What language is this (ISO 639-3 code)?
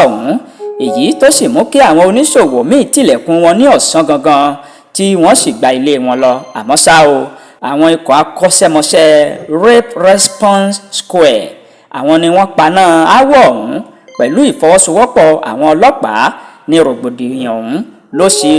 yor